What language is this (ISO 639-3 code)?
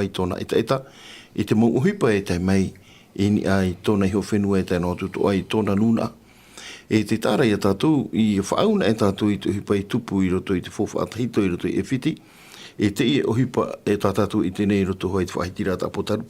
tah